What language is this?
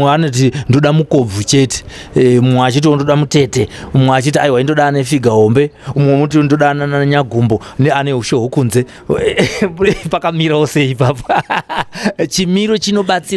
Shona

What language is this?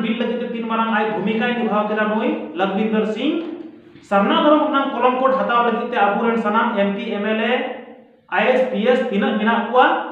Santali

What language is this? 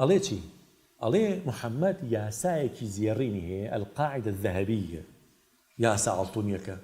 Central Kurdish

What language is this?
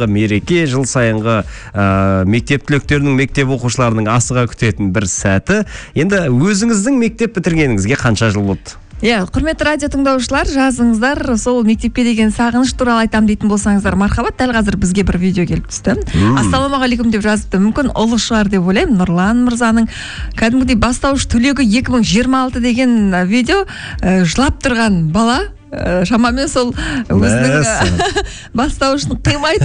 Kazakh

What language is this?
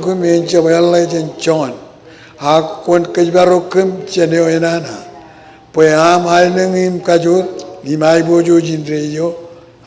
Marshallese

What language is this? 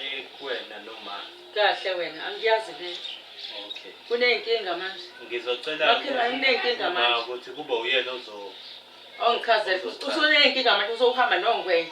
Zulu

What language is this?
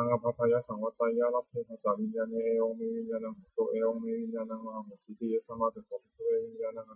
Pali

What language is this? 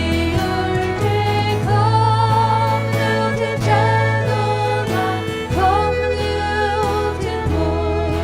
Faroese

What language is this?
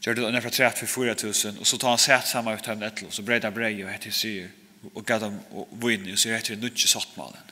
Faroese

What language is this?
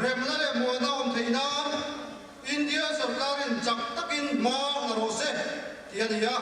Mizo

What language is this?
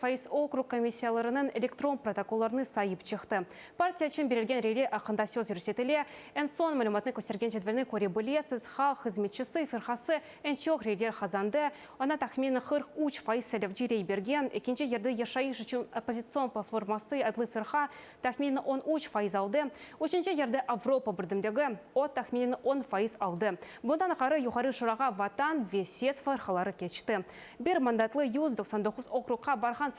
Crimean Tatar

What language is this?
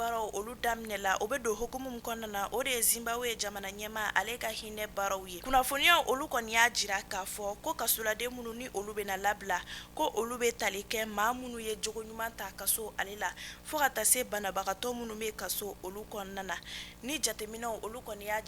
Bambara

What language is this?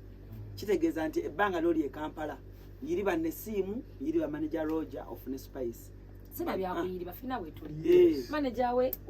Ganda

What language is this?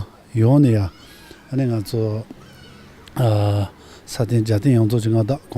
Tibetan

